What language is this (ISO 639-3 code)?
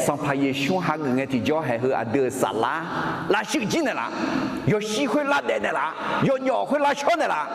ahk